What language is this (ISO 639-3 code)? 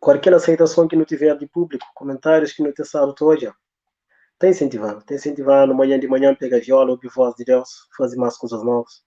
kea